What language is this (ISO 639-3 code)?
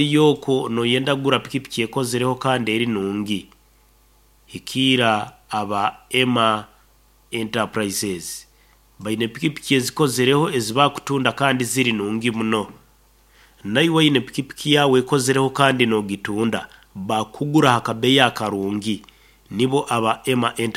nyn